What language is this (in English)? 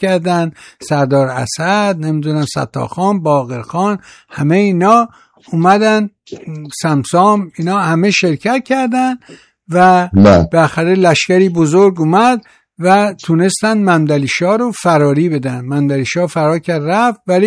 Persian